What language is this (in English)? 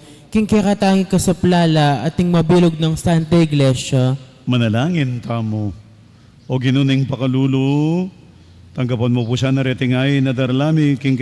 Pampanga